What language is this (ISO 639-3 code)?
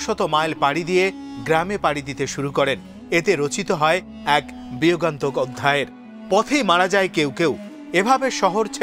ben